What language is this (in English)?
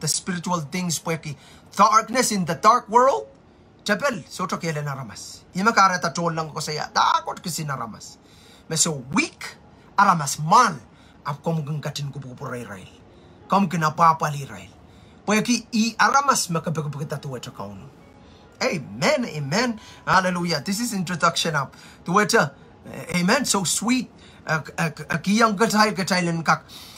Pohnpeian